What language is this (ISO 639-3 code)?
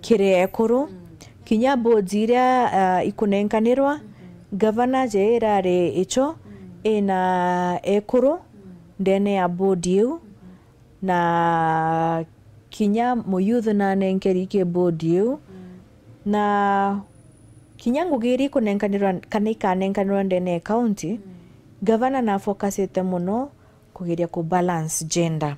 mer